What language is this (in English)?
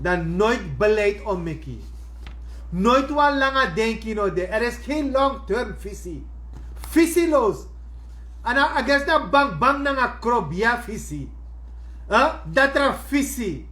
Sranan Tongo